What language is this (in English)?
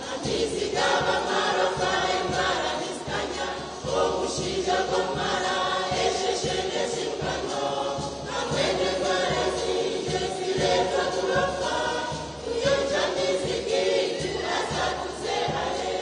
Nyankole